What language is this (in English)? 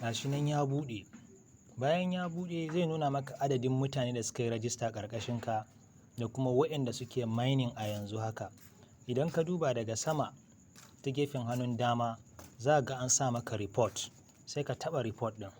Hausa